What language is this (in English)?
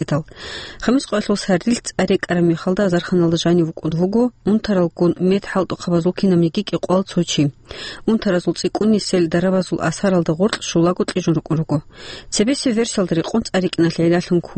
Avaric